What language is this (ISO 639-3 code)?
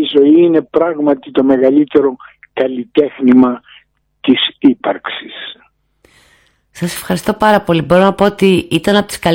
ell